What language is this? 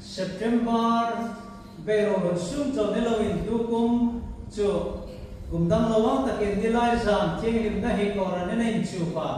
Hmar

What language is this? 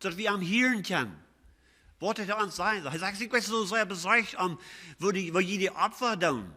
Plautdietsch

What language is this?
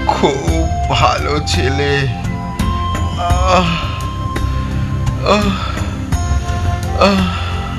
Bangla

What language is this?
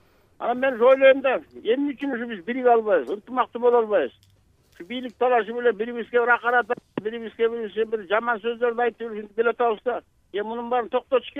Kyrgyz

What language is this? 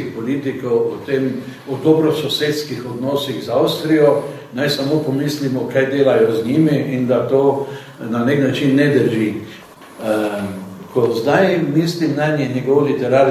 Slovenian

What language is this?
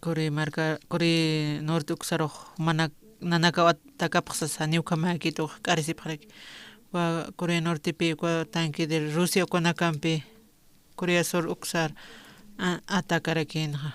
Aymara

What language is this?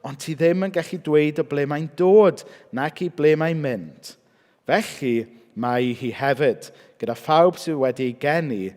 Welsh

